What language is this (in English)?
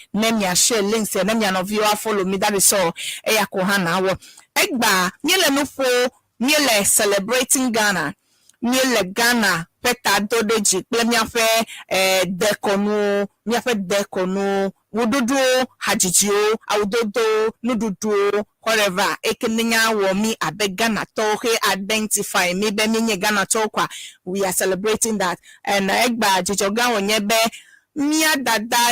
Ewe